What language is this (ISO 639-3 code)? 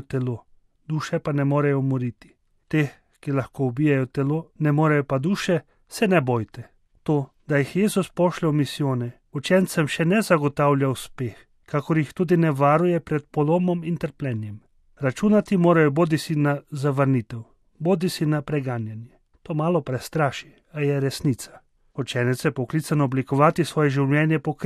slv